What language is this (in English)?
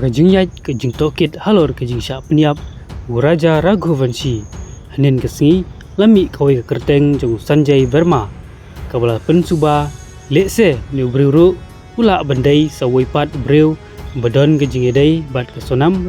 Khasi